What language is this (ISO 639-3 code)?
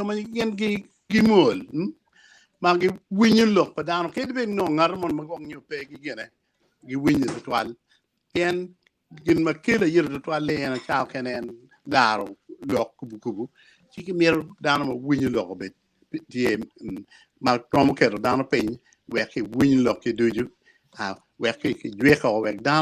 ach